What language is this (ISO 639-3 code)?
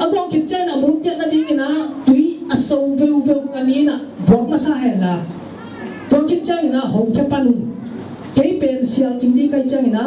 ctd